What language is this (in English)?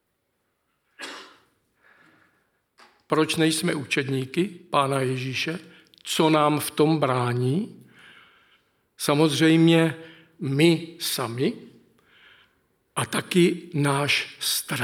Czech